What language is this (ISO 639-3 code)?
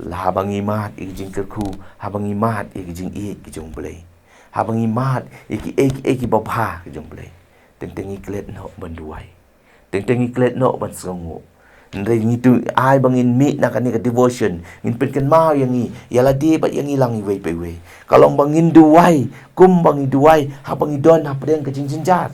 kha